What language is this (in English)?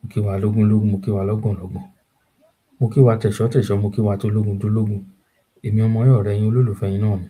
Yoruba